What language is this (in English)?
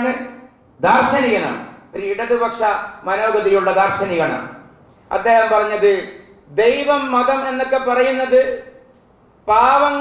Malayalam